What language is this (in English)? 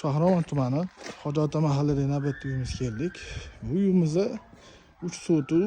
Uzbek